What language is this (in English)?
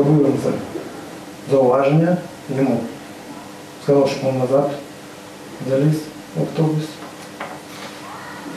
Ukrainian